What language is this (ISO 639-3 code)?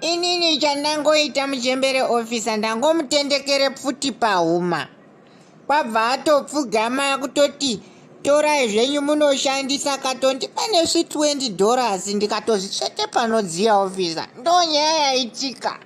sna